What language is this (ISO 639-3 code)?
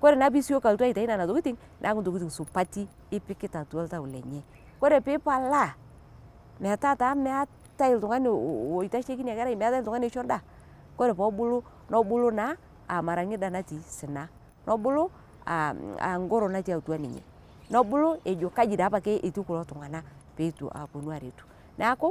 mas